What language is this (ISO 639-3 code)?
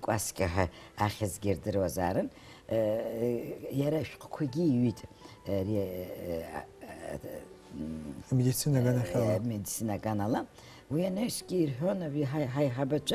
abk